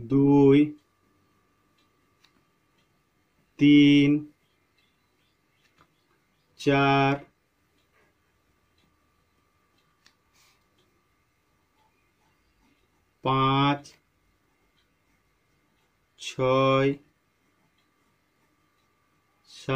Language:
Bangla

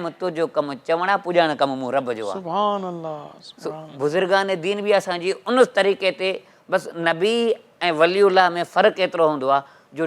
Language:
Sindhi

